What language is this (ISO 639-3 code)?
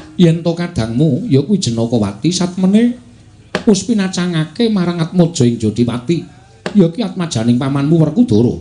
jav